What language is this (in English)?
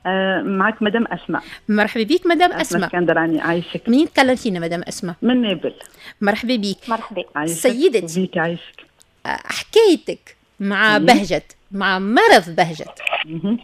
Tunisian Arabic